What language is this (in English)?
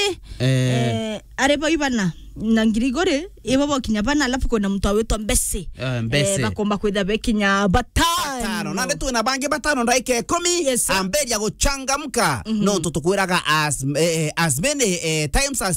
Meru